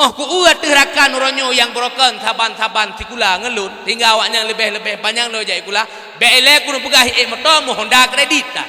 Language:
Achinese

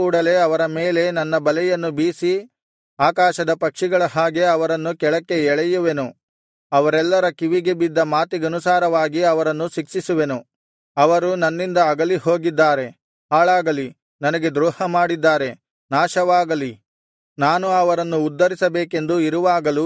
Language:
Kannada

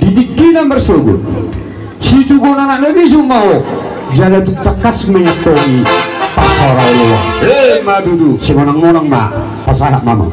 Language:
Batak Toba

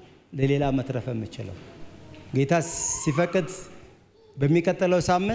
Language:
Amharic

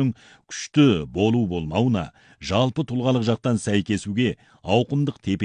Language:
Kazakh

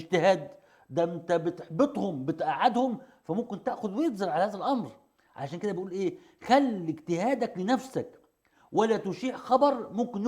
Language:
Egyptian Arabic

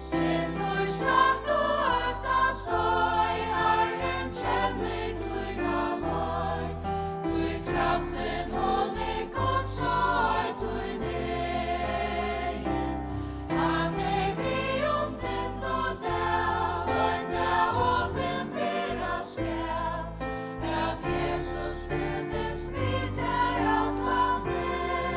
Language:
Faroese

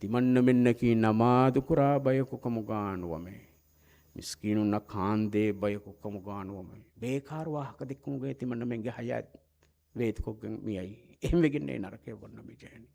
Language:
Divehi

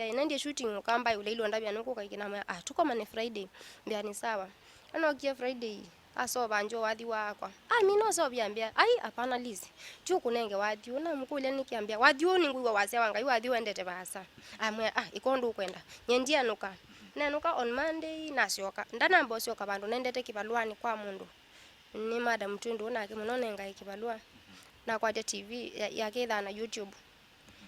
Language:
Kamba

